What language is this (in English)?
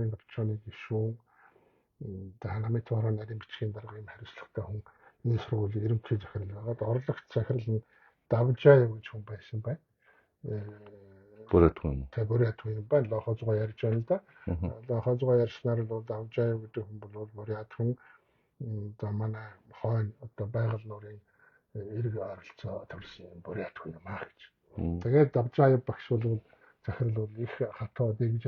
Mongolian